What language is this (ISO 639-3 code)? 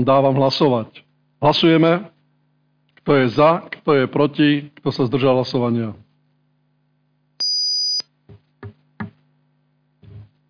slk